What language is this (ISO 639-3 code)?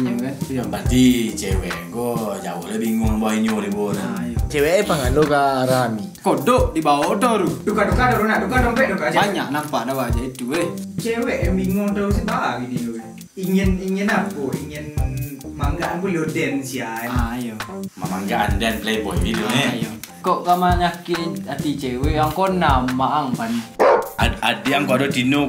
min